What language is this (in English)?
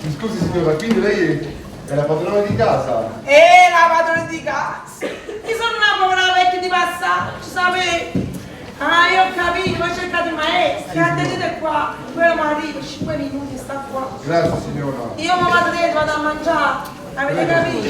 Neapolitan